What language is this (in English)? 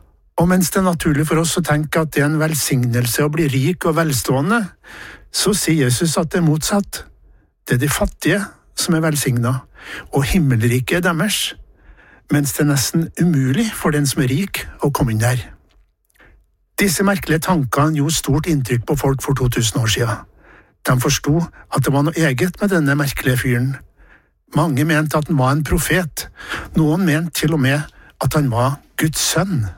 Norwegian